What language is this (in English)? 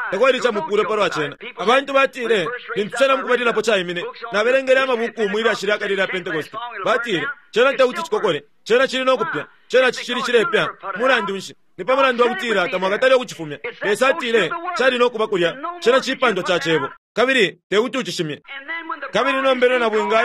Bemba